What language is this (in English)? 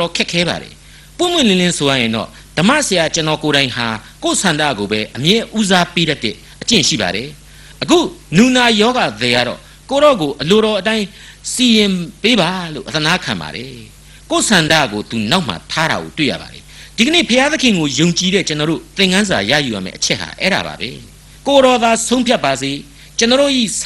Burmese